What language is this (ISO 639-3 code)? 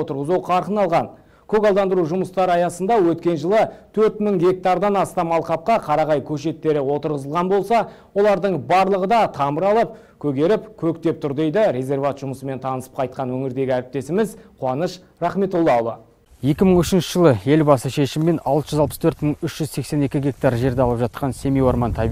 kaz